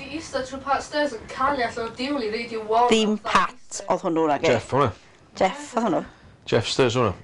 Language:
Welsh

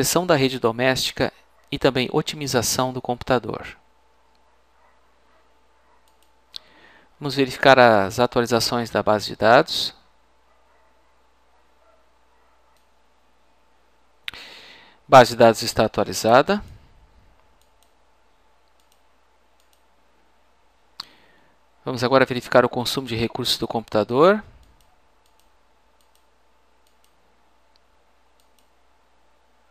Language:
Portuguese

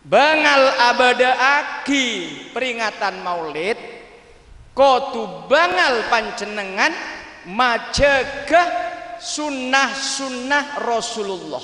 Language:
Madurese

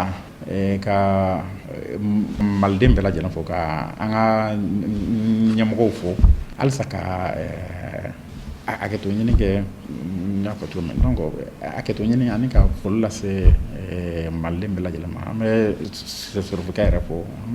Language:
Bambara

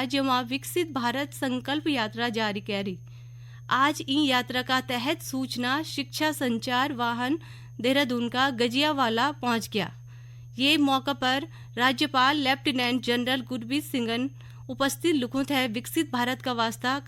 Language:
Garhwali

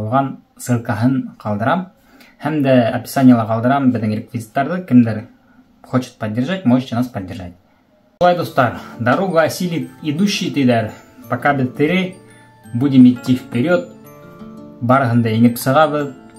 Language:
Bashkir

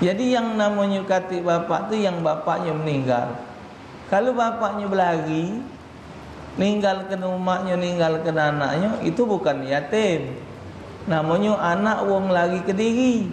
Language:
Musi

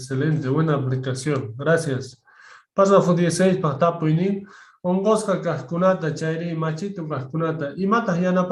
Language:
Quechua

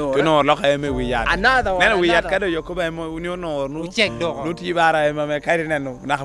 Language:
Lango (Uganda)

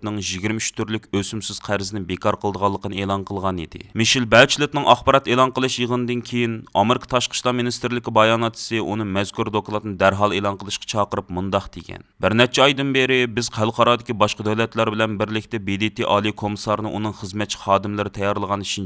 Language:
Uyghur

